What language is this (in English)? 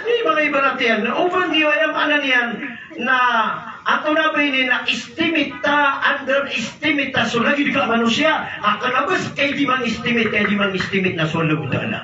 Maranao